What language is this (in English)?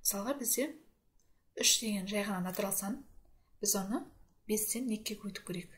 Kazakh